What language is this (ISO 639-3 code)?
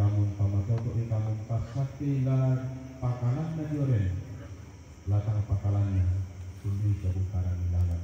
sda